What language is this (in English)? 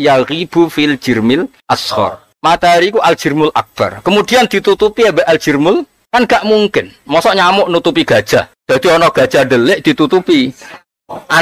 Javanese